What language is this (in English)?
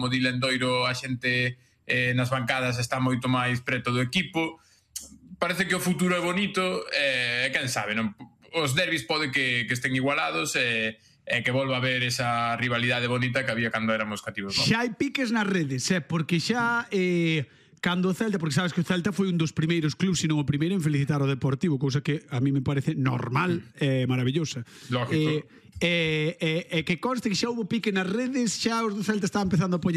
Galician